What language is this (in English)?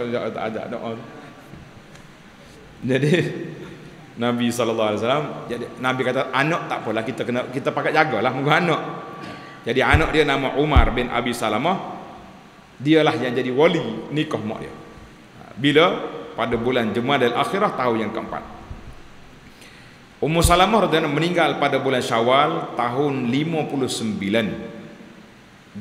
Malay